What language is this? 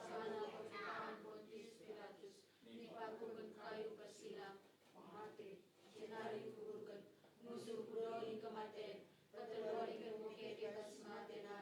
Batak Karo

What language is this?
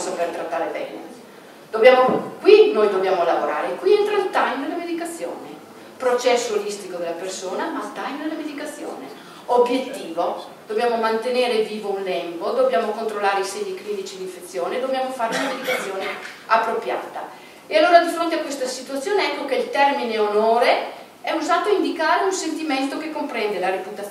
Italian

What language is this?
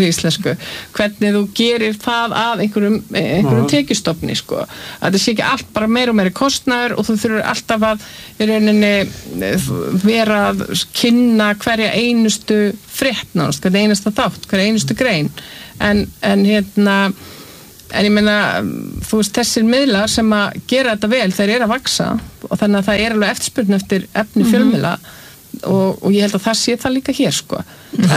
Icelandic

